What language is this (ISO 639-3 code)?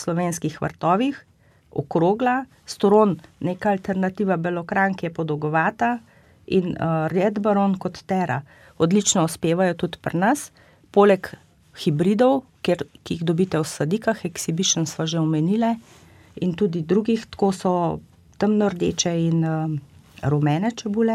slv